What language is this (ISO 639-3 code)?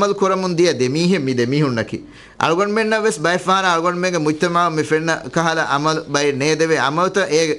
div